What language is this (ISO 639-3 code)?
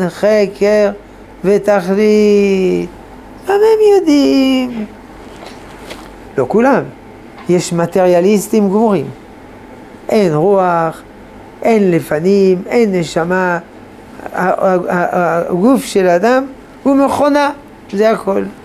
heb